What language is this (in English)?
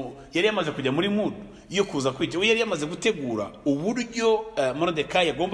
Kinyarwanda